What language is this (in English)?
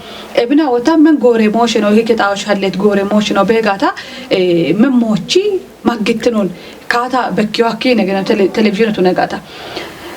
Kafa